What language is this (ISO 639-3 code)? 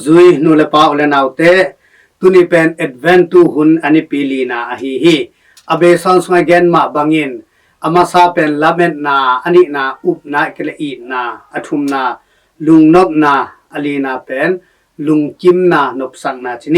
ctd